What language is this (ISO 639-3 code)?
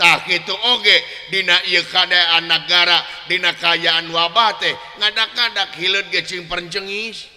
sun